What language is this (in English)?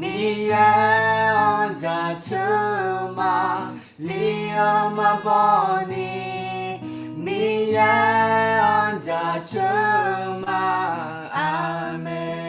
Akha